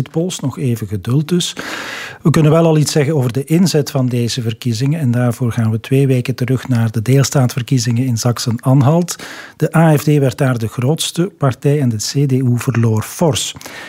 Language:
Dutch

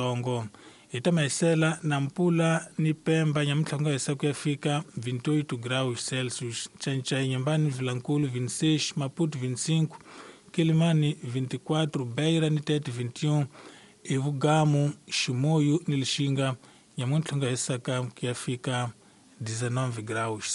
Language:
Tsonga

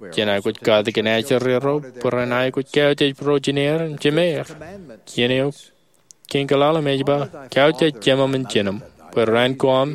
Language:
Marshallese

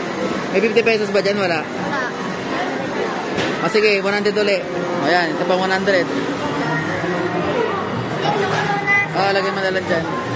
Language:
Filipino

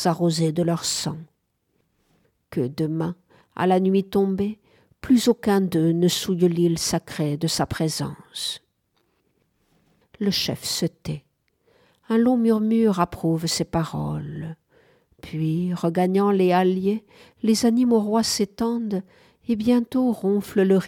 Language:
French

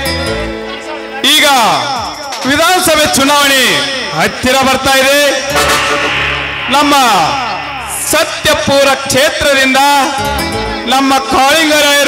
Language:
Kannada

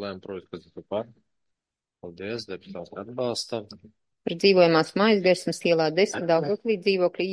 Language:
Latvian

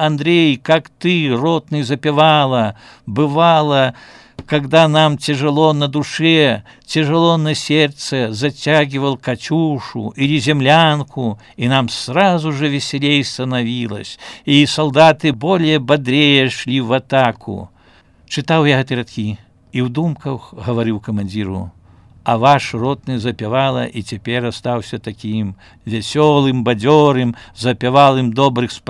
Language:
Belarusian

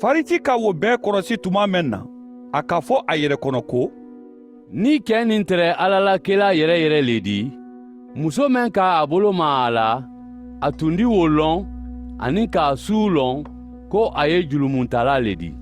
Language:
Mandingo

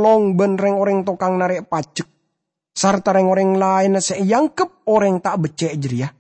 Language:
Madurese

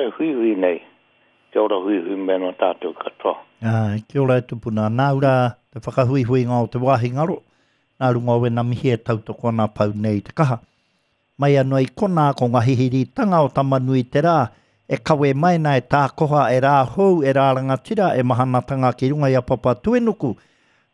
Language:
Māori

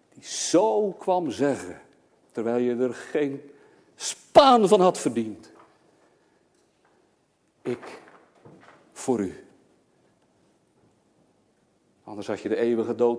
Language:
Dutch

